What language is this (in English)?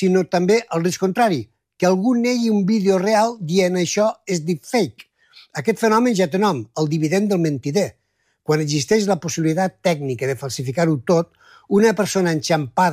Catalan